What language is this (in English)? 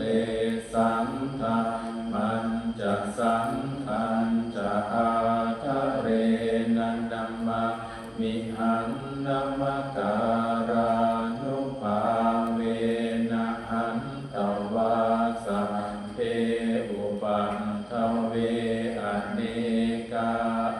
Pali